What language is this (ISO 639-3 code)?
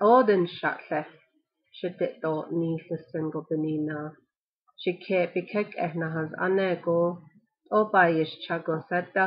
nav